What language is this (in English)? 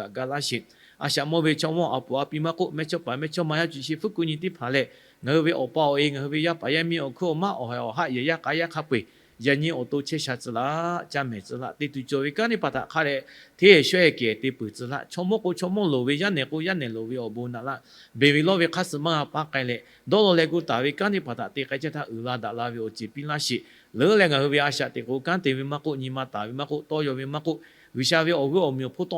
Lahu